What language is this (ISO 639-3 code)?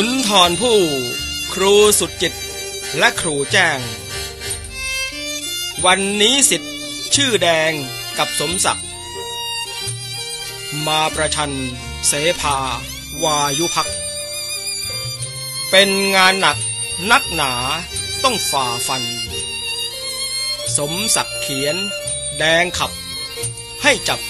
tha